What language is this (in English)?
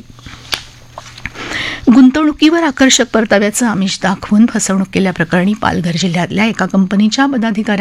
Marathi